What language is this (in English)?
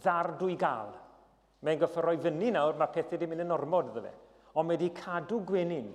Welsh